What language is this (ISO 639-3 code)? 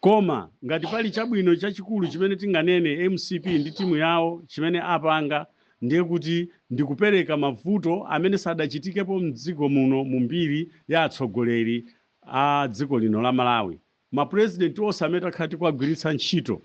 nya